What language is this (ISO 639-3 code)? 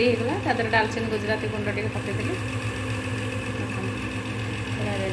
ori